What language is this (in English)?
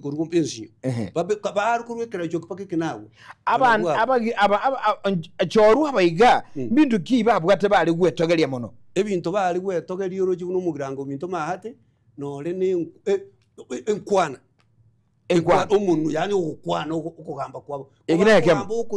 Gusii